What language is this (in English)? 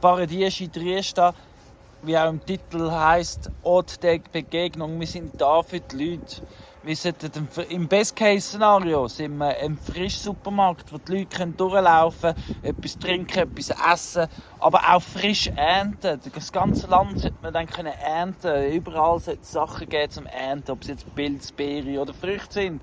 Swiss German